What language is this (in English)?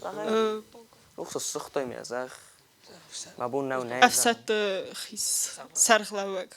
Ossetic